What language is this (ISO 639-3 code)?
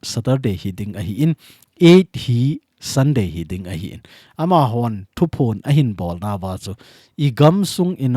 tcz